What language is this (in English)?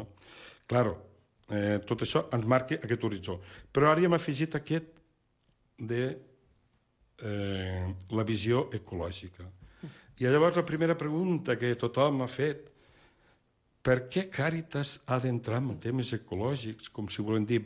Catalan